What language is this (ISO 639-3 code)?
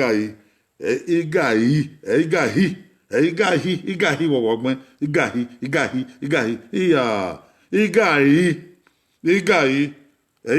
bin